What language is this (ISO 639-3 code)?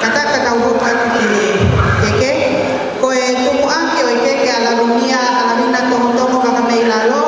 ton